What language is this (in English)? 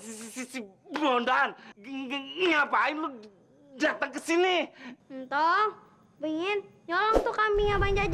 Betawi